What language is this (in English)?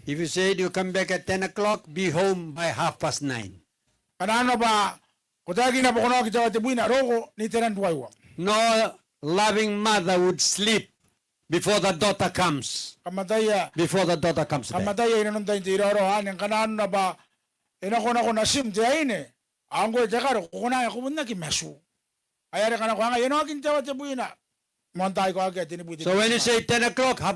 Gilbertese